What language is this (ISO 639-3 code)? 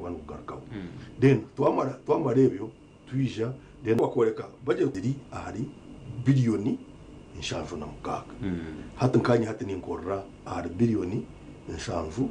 nyn